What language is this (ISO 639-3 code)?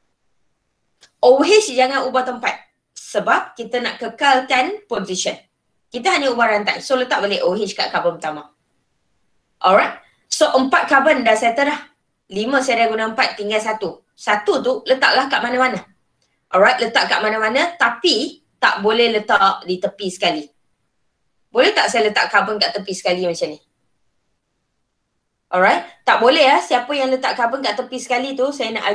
msa